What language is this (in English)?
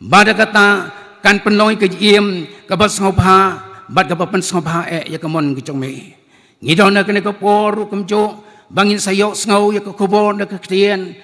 Khasi